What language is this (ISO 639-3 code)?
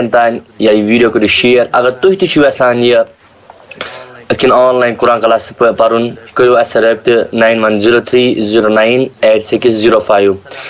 kas